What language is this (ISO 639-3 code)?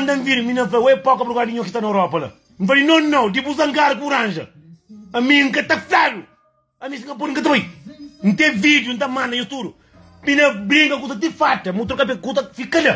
kea